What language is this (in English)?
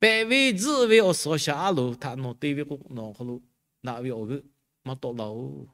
Lahu